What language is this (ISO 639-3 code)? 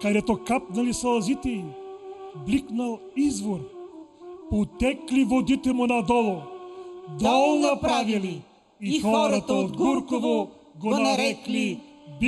bul